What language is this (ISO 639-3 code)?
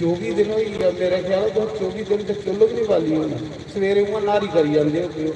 doi